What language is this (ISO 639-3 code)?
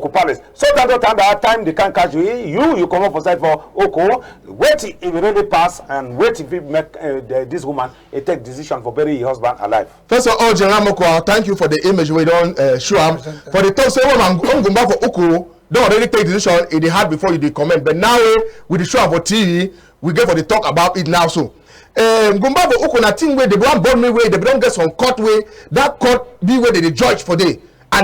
wes